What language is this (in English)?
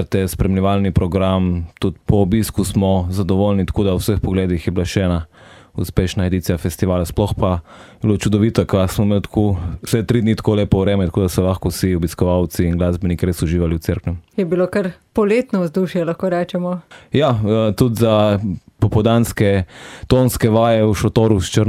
Slovenian